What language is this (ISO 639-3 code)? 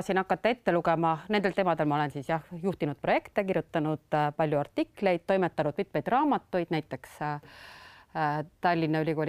est